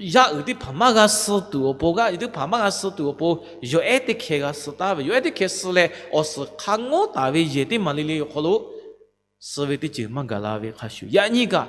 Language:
Lahu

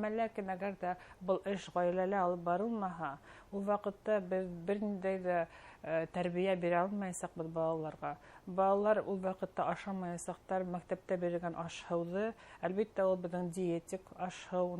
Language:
Bashkir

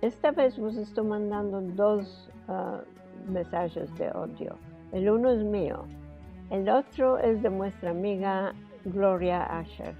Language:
Ladino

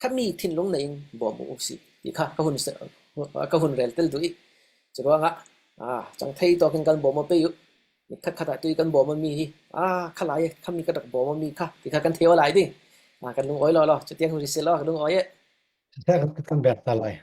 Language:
Falam Chin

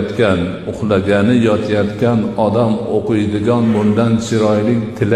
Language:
Uzbek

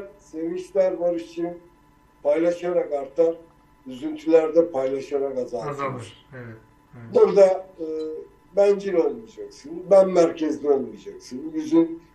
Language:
Turkish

